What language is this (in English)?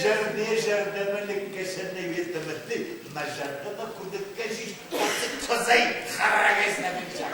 Ossetic